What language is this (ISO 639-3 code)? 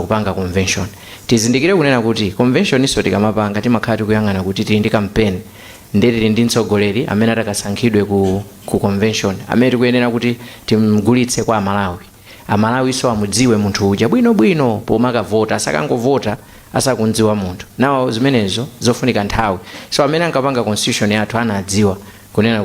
nya